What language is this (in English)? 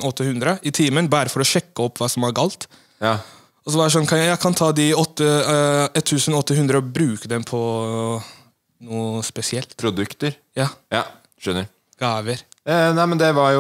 Norwegian